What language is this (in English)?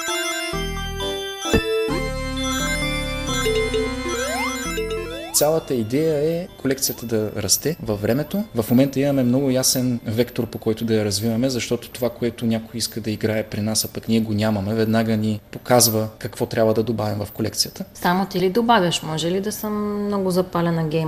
Bulgarian